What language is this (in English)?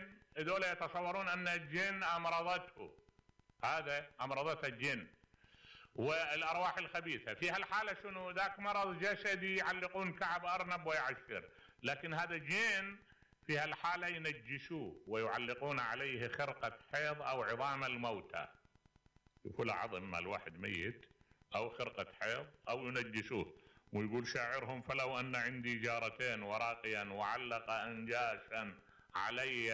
Mesopotamian Arabic